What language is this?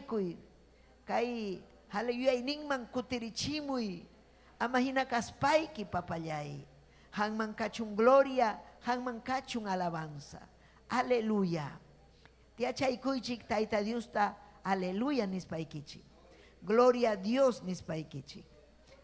Ayacucho Quechua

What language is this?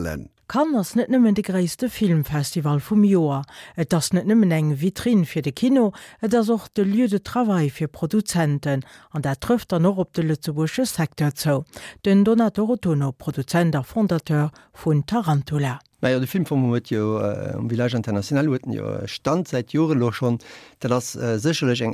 Luxembourgish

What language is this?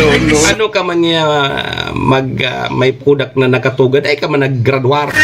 Bikol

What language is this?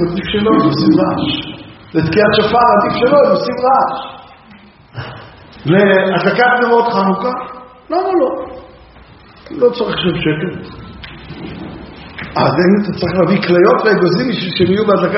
Hebrew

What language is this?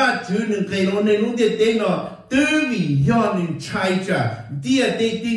Vietnamese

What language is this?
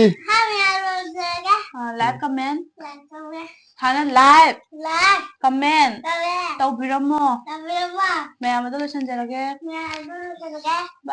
Manipuri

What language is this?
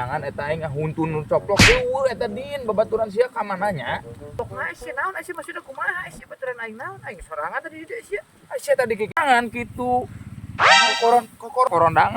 Sundanese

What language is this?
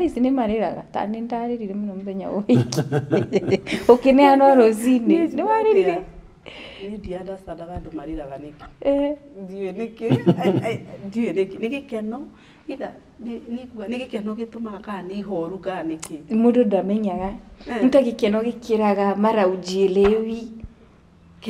Kikuyu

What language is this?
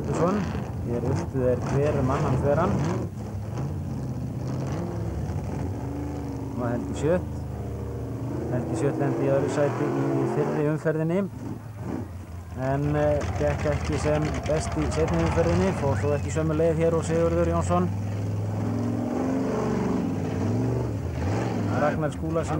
Icelandic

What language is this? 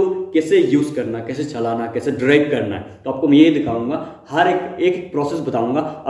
Hindi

